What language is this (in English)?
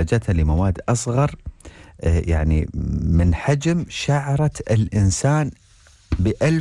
Arabic